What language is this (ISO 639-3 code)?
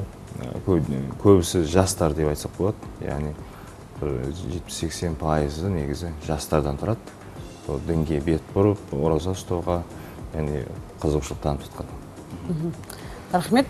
kaz